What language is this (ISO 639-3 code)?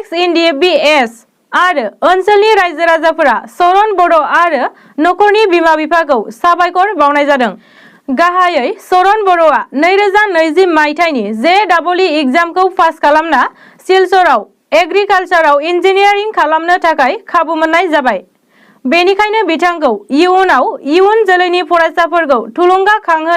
brx